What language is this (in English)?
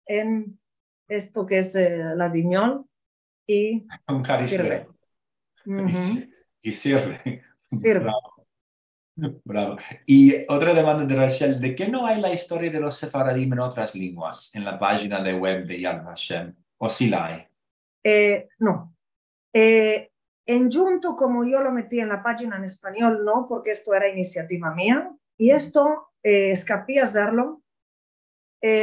Ladino